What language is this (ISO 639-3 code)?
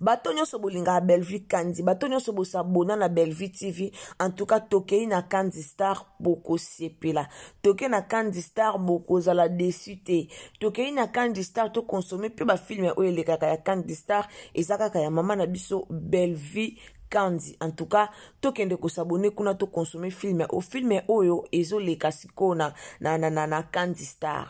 lin